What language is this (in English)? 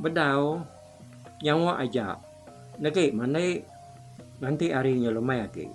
Iban